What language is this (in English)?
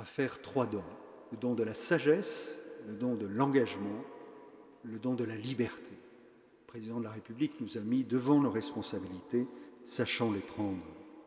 French